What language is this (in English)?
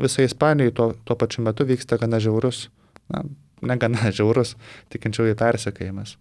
Lithuanian